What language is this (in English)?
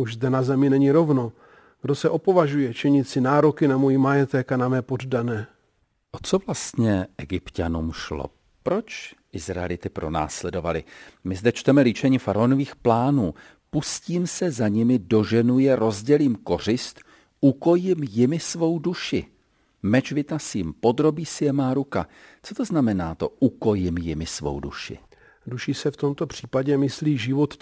Czech